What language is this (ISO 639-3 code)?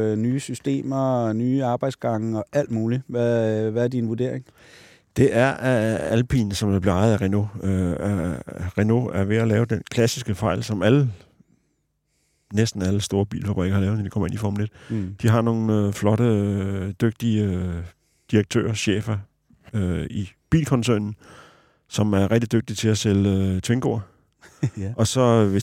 dan